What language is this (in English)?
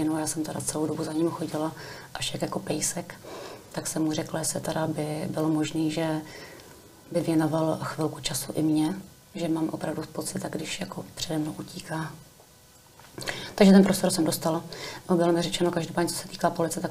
Czech